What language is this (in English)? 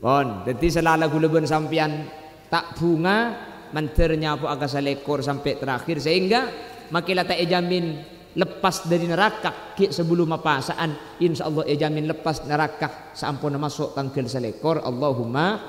Madurese